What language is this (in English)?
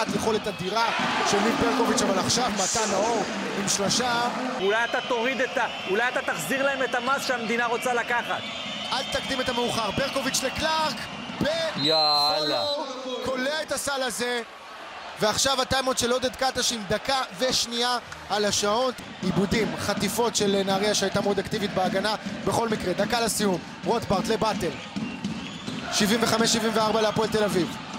Hebrew